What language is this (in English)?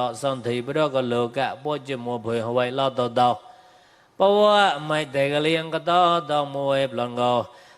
Mon